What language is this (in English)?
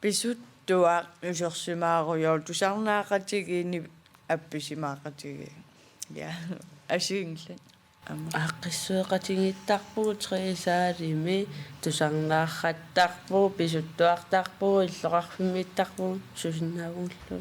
Kalaallisut